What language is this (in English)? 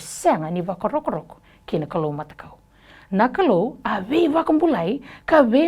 Fijian